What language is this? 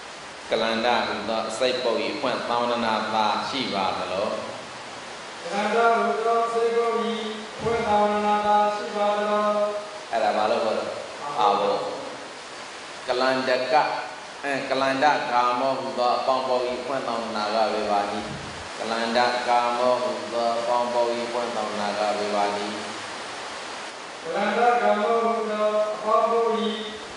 Burmese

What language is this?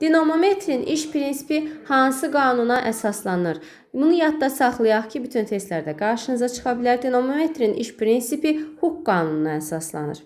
Azerbaijani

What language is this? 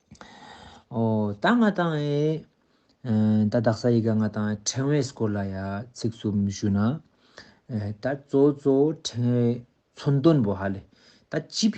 Ladakhi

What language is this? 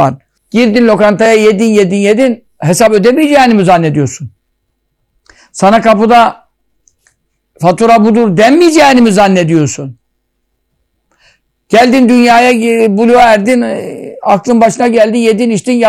Turkish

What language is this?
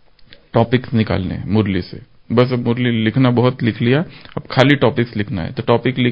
Hindi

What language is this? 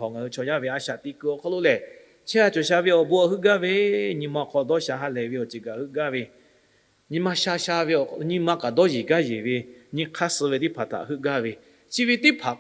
Lahu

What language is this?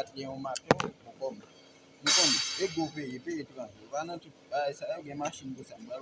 Haitian Creole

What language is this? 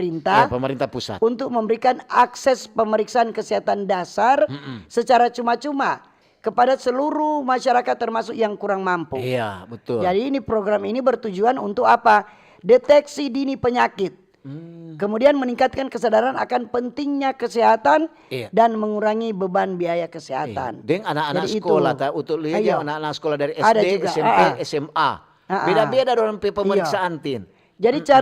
Manado Malay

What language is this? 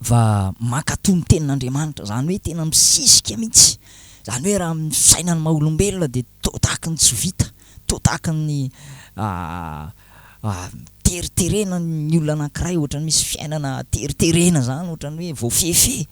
Malagasy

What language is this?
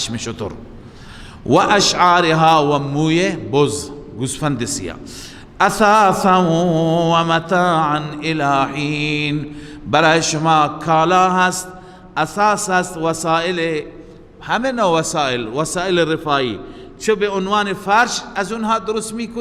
Persian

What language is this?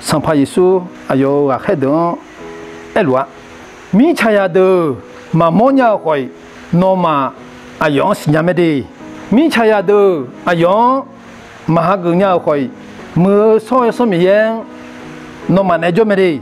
Akha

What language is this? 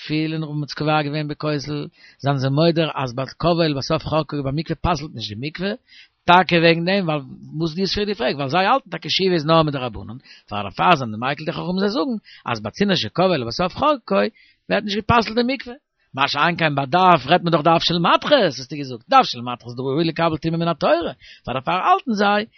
Yiddish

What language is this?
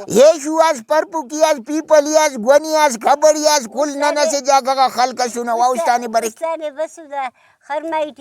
Brahui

